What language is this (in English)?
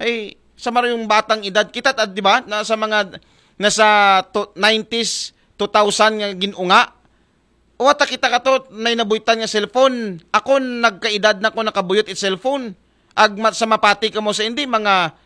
Aklanon